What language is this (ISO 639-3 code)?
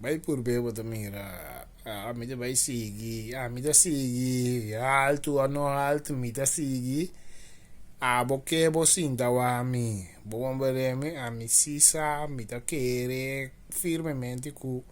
pap